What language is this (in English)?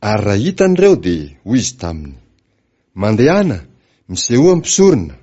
Malagasy